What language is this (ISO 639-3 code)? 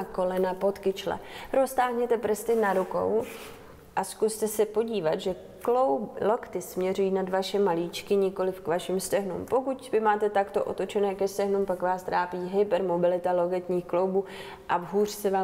ces